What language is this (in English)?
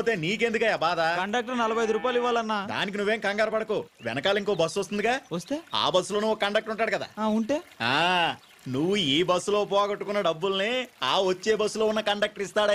Telugu